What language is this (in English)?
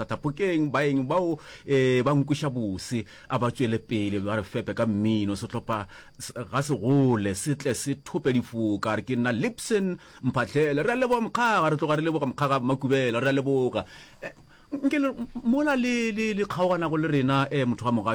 Northern Sotho